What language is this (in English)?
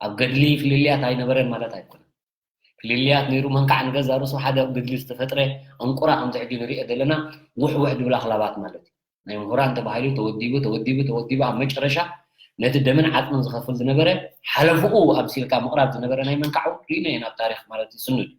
Tigrinya